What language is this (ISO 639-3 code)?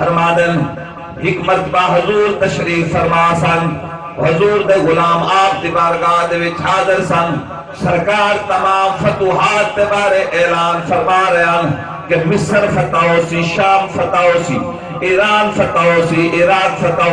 skr